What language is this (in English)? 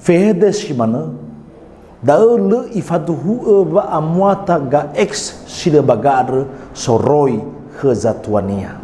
Nias